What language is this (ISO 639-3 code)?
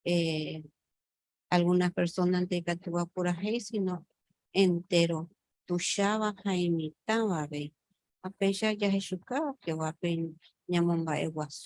grn